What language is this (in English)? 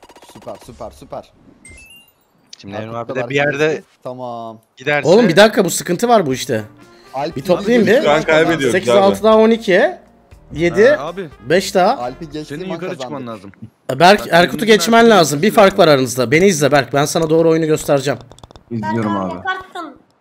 Turkish